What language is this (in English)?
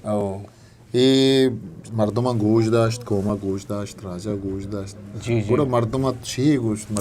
Eastern Balochi